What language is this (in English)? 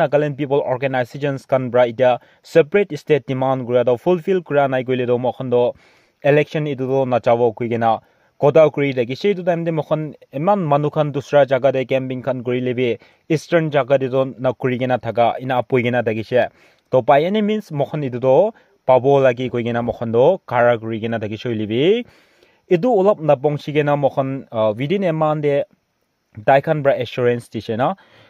Naga Pidgin